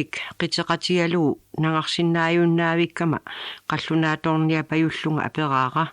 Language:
Kalaallisut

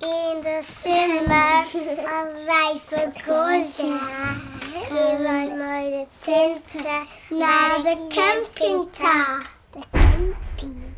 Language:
Western Frisian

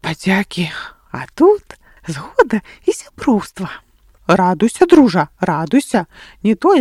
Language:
Belarusian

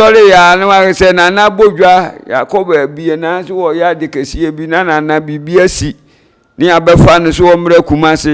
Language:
Akan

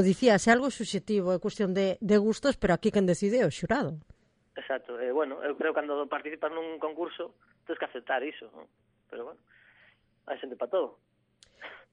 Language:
Galician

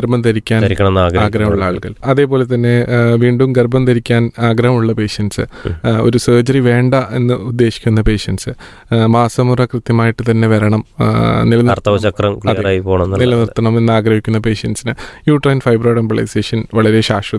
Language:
Malayalam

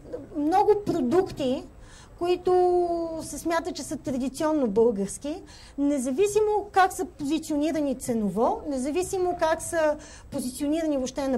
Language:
Bulgarian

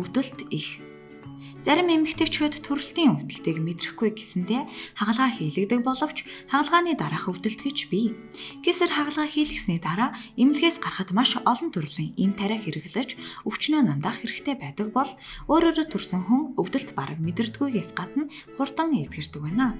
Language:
Mongolian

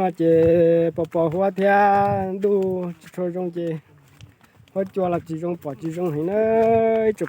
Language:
Hmong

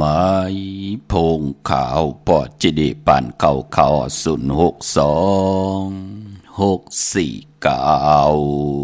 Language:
Shan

